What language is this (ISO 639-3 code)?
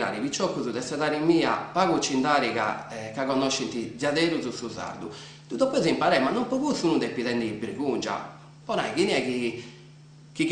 srd